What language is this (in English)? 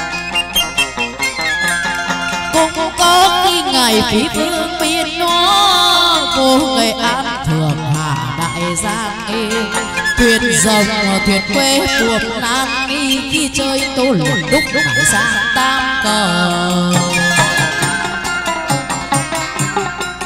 Vietnamese